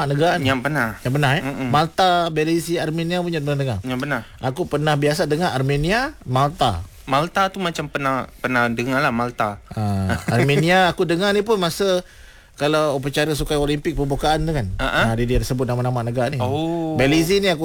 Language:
Malay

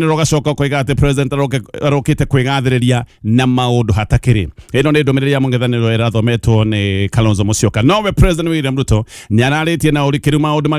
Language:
Kikuyu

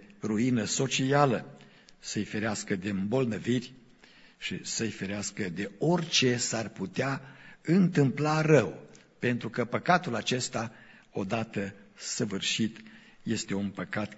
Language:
Romanian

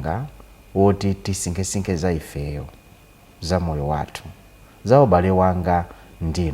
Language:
Nyanja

